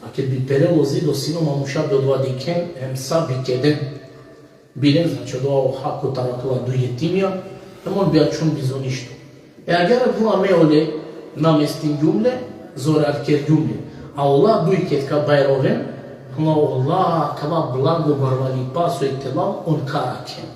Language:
Balkan Romani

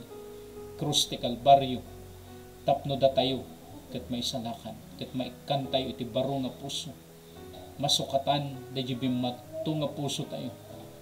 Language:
Iloko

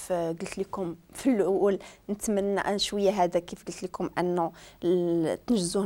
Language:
Moroccan Arabic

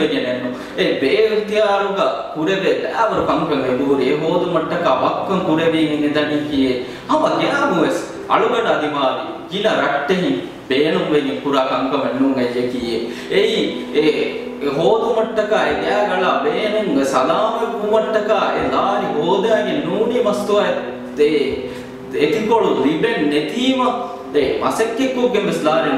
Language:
Divehi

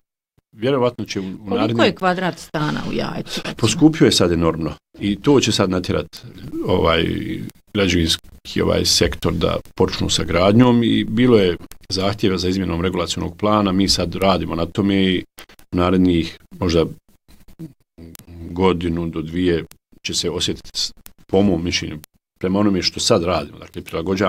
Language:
Bosnian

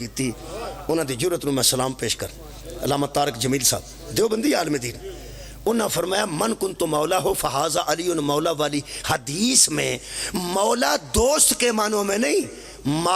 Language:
Pahari-Potwari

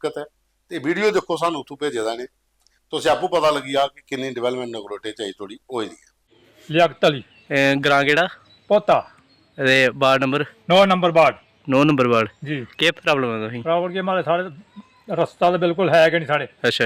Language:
Dogri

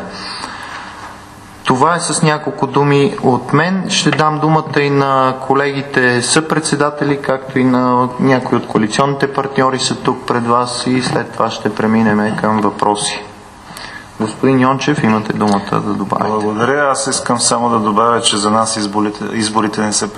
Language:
Bulgarian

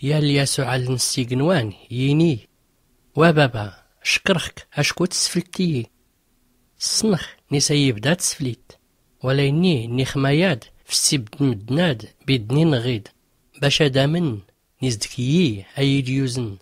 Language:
Tachelhit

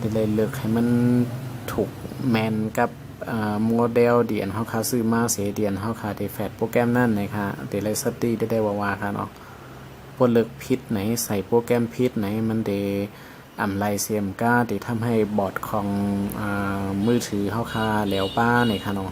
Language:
Shan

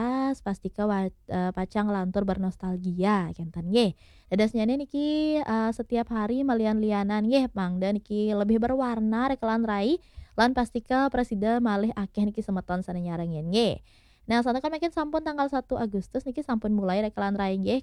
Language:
Balinese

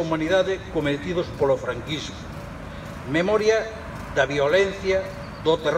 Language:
Galician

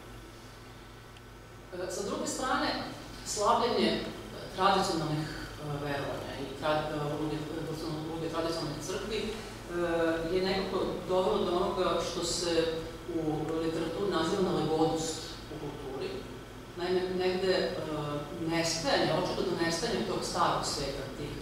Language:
Serbian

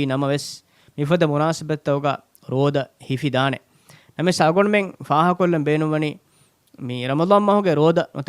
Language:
Divehi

